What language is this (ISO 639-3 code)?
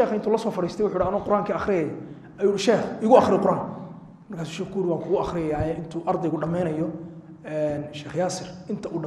som